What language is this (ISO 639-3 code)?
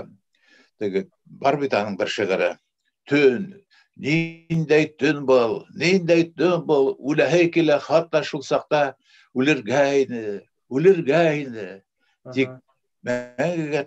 bak